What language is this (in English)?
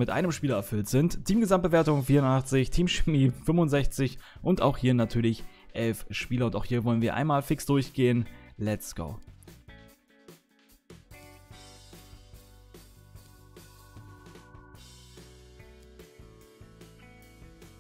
German